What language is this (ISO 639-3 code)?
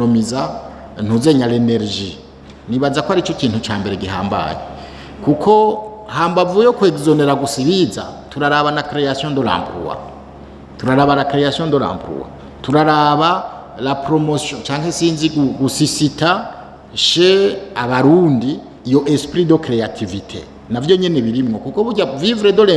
run